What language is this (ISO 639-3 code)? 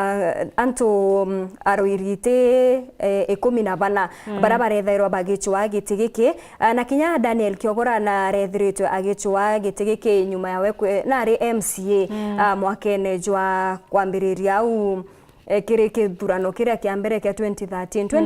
mer